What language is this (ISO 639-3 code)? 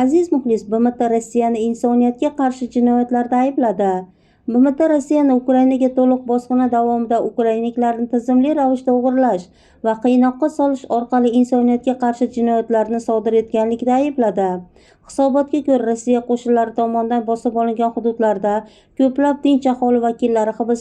uzb